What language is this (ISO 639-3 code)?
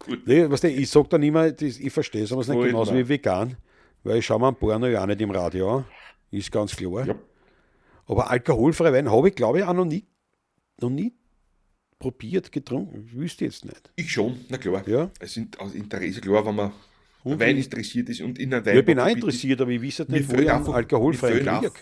bar